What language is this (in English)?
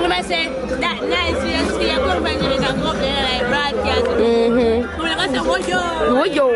Jamaican Creole English